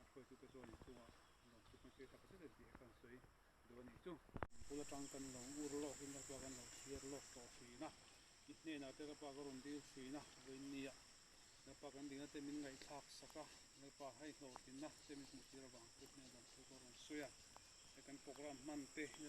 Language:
Mizo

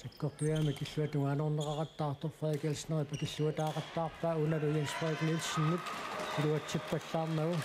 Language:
Kalaallisut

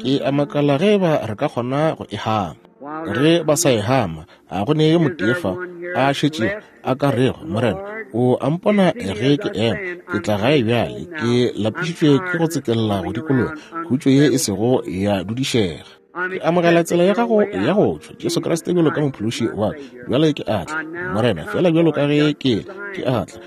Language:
Northern Sotho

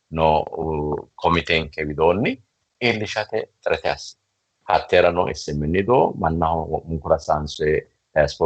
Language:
Sidamo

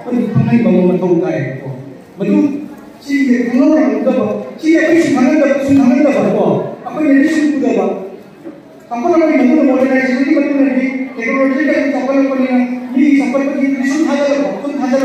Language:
Manipuri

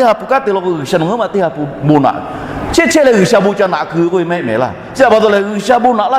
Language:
Lahu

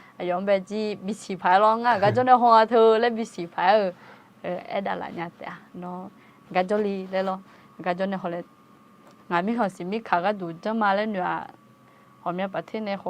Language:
Akha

